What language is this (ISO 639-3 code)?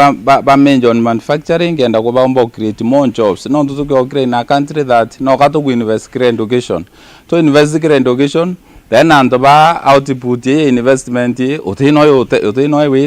mer